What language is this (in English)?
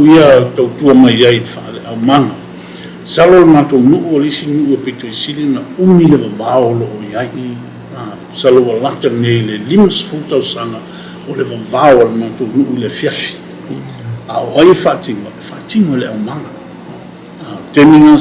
Samoan